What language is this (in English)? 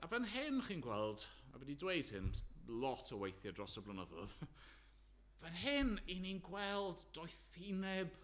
Welsh